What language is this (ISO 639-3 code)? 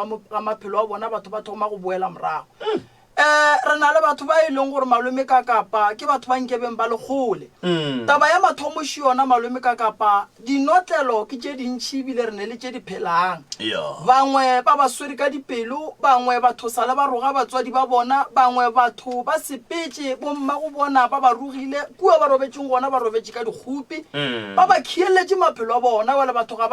nso